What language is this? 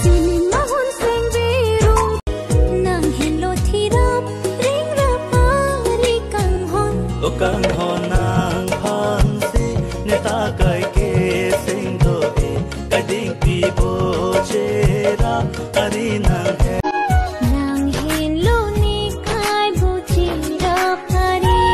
Karbi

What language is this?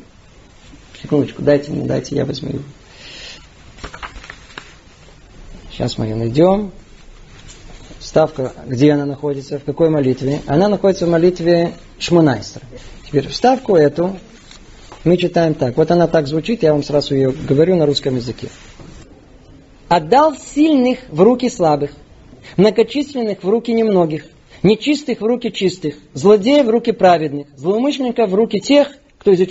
Russian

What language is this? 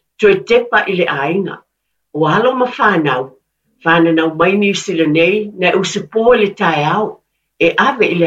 Samoan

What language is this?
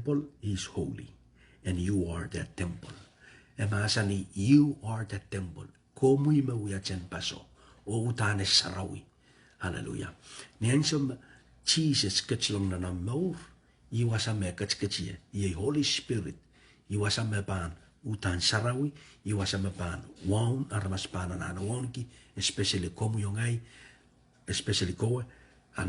Pohnpeian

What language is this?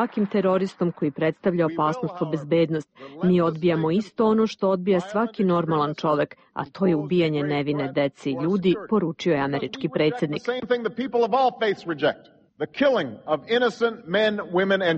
Serbian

